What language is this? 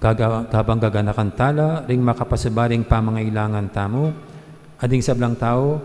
Pampanga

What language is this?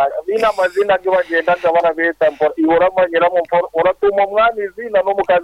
Nyankole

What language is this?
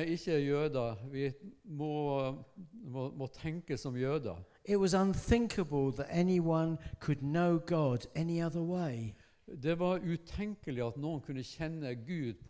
Norwegian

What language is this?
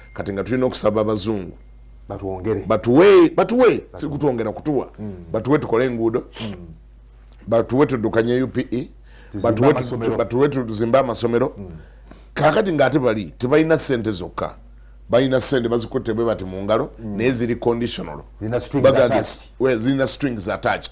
Ganda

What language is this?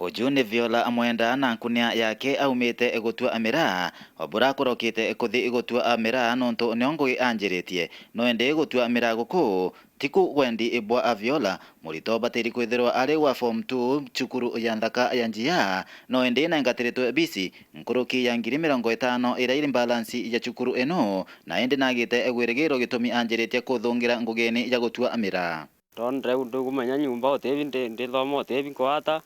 Meru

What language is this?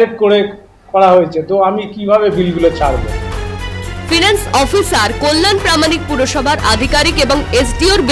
Bangla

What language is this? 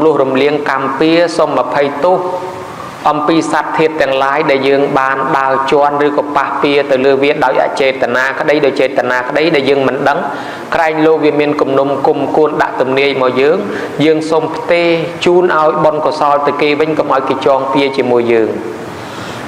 Khmer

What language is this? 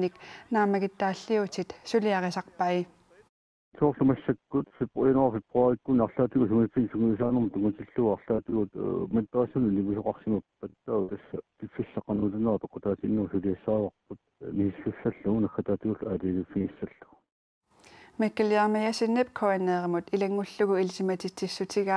Kalaallisut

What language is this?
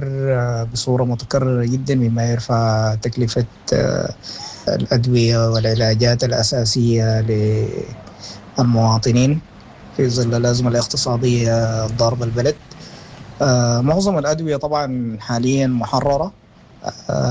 Sudanese Arabic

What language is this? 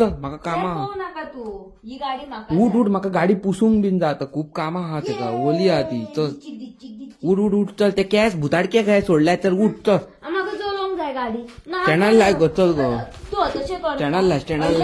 Konkani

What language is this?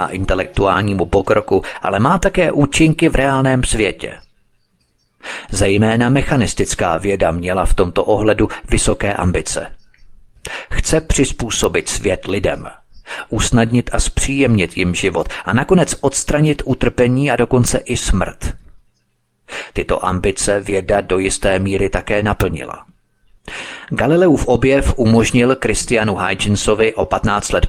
Czech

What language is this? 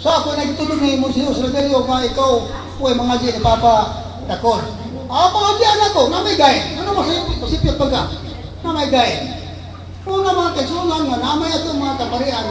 Cebuano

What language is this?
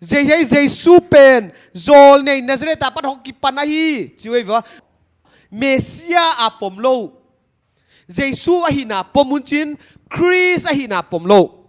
Paite Chin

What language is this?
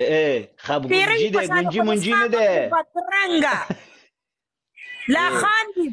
Pashto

